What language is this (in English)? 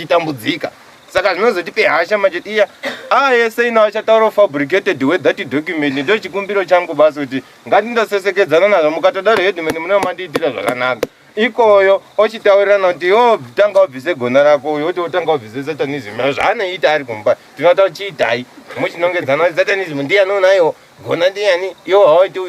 Shona